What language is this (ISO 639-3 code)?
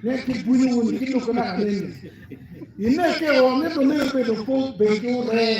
ach